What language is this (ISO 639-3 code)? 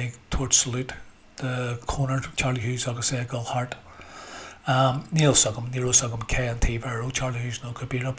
gle